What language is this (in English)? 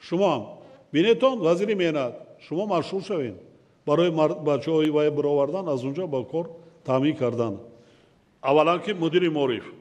Tajik